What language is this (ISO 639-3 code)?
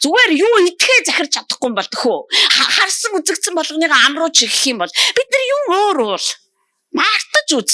mon